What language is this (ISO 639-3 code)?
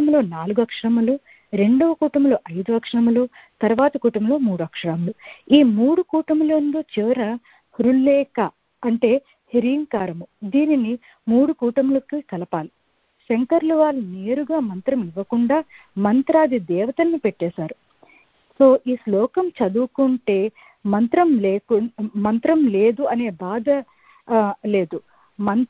tel